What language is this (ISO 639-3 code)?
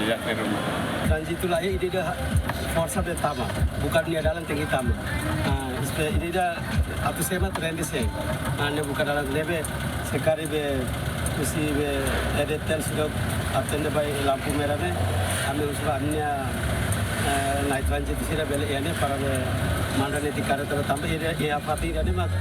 tet